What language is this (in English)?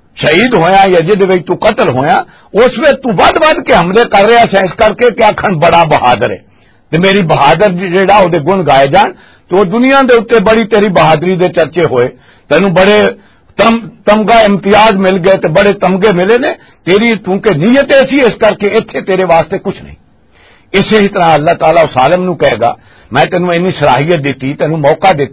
Western Panjabi